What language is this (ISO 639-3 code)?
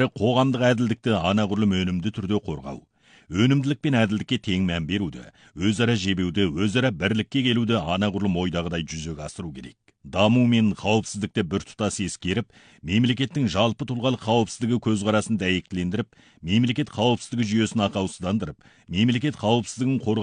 kaz